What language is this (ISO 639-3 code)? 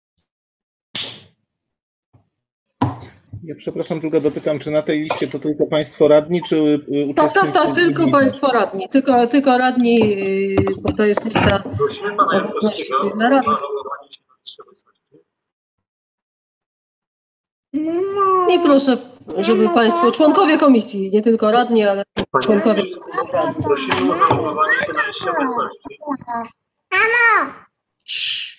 pol